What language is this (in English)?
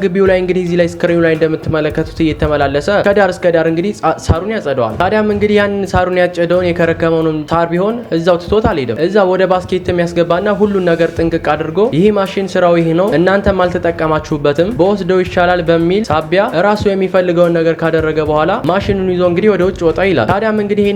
Amharic